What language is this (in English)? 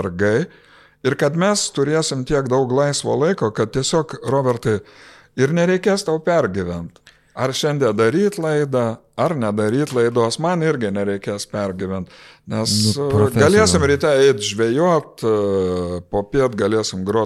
Lithuanian